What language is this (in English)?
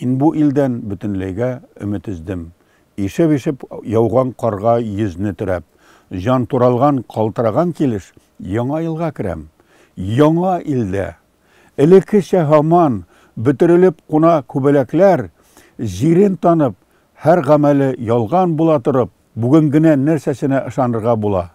Tatar